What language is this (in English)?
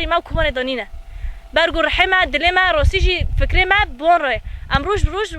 Kurdish